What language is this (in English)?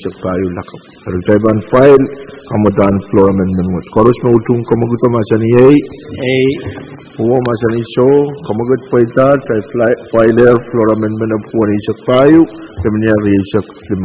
Pohnpeian